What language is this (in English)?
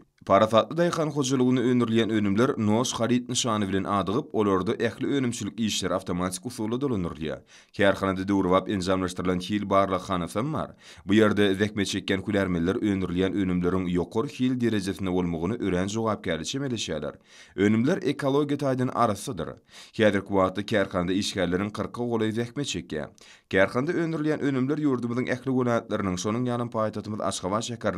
Turkmen